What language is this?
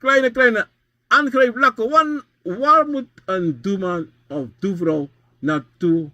Sranan Tongo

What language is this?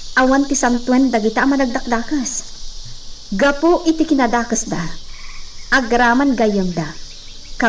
Iloko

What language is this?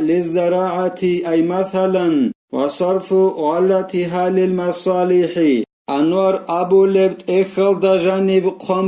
Avaric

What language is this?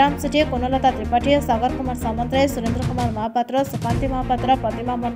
Odia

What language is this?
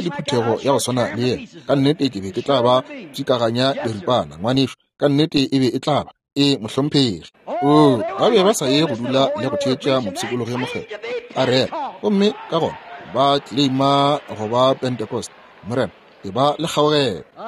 Northern Sotho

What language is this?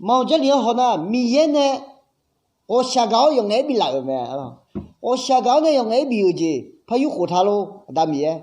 Akha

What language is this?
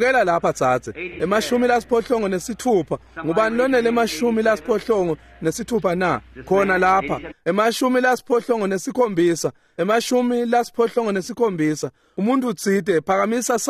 Swati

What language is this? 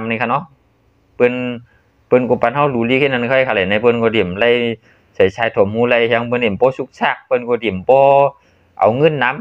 Shan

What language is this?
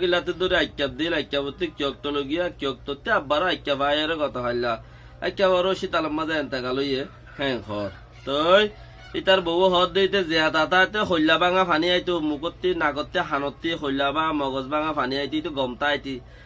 Rohingya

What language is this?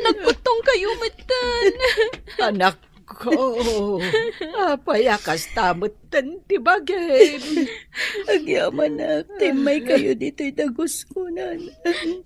Iloko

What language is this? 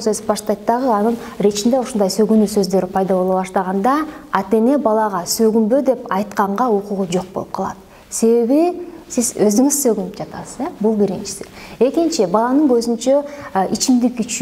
Kyrgyz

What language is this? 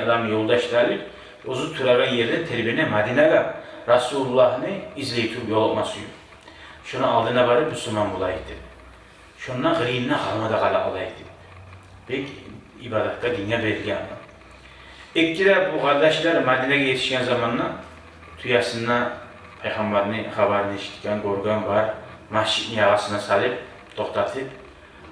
Kumyk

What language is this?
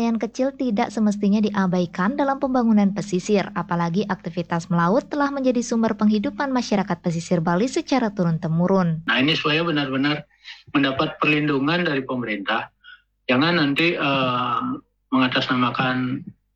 Indonesian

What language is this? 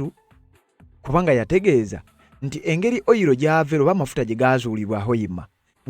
Ganda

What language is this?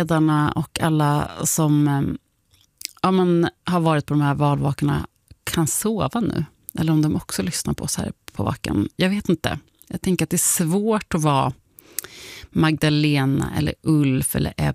Swedish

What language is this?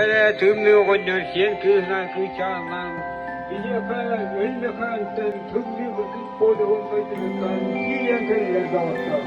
Yakut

